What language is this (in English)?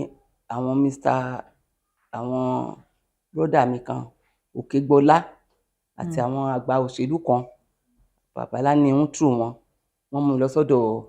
Yoruba